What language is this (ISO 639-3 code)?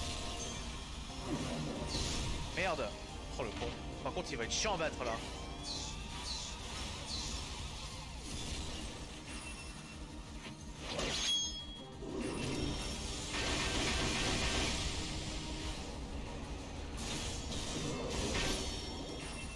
fra